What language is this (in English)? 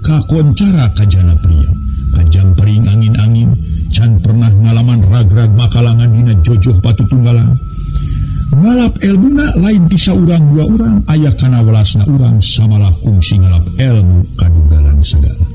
Sundanese